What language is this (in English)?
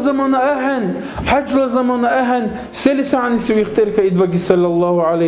Dargwa